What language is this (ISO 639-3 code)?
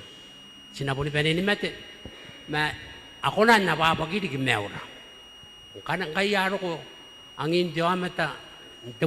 gil